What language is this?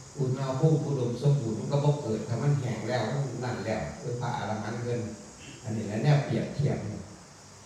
Northeastern Thai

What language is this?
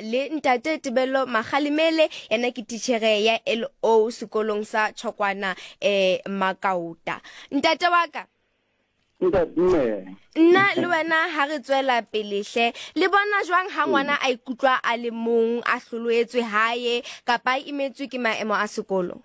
Southern Sotho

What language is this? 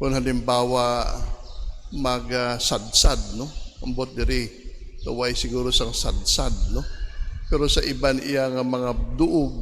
Hiligaynon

